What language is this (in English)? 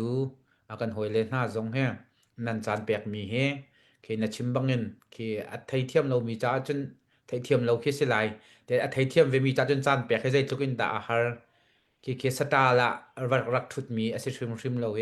Hakha Chin